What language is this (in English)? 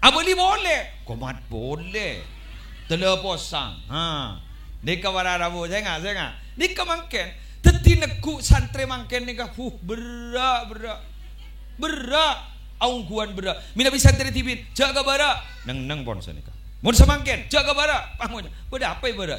Madurese